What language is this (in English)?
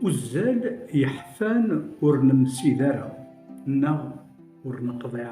Kabyle